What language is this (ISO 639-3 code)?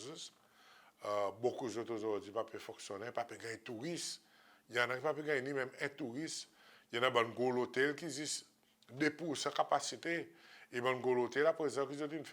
crs